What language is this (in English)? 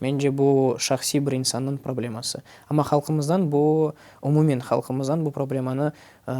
Crimean Tatar